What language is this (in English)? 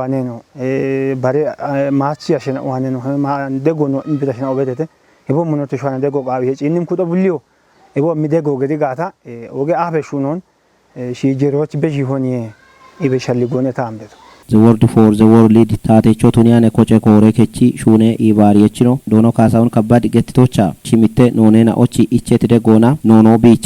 Kafa